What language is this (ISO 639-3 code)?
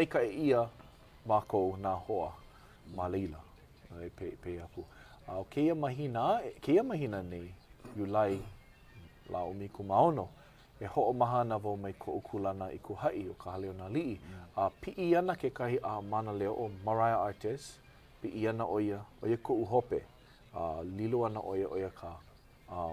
haw